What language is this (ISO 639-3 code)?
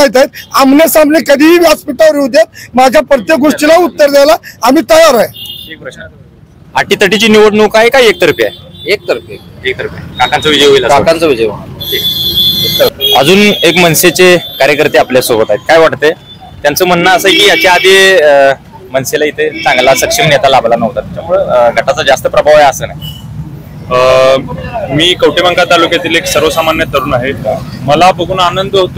mar